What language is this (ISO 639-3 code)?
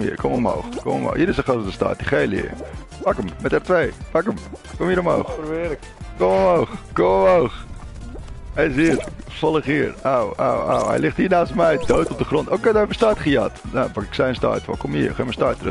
nld